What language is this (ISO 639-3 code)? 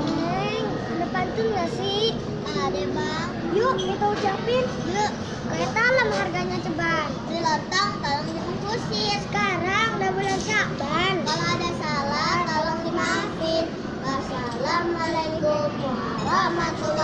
bew